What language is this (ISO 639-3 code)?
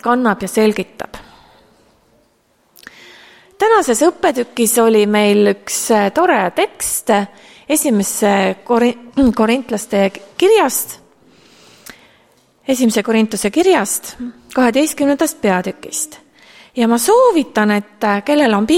est